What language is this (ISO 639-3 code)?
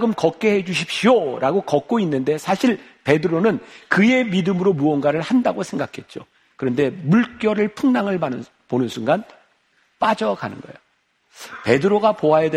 kor